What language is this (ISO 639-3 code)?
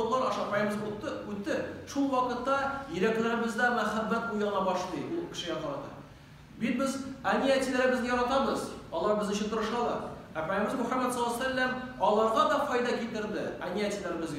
tat